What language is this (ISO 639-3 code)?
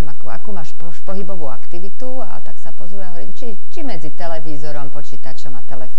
slk